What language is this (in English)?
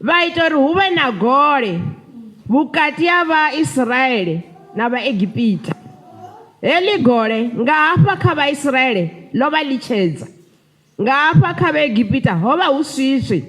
Venda